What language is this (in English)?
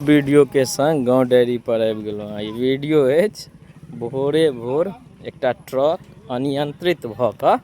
Maithili